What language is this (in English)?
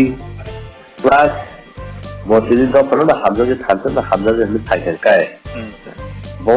Kok Borok